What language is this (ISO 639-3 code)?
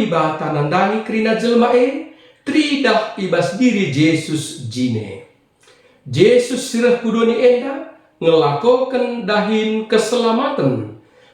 btx